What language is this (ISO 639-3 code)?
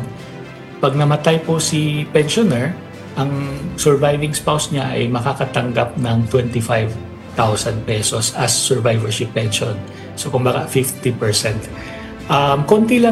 fil